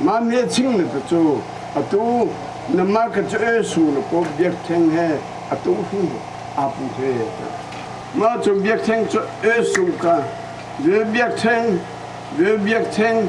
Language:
Hakha Chin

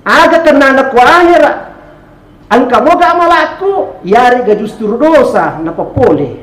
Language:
Buginese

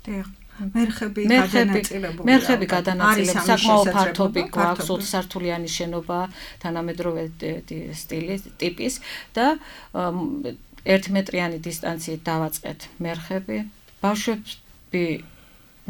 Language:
Georgian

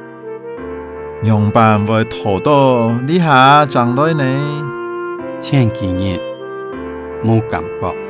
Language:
Hakka Chinese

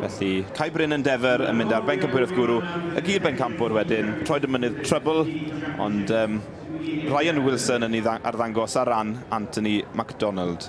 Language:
Welsh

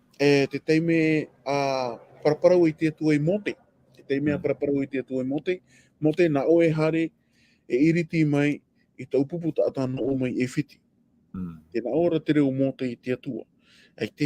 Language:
Tahitian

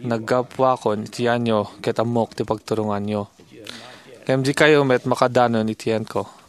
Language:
Iloko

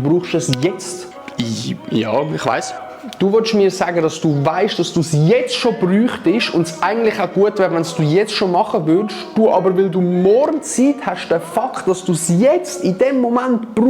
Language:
Swiss German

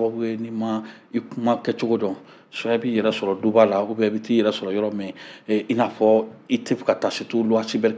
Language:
Bambara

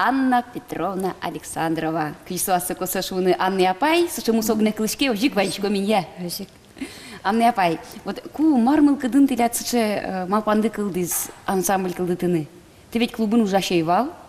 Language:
Udmurt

